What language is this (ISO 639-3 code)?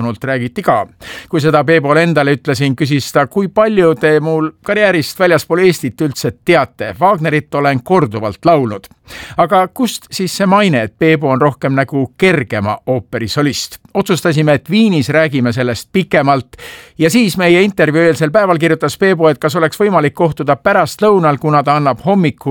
est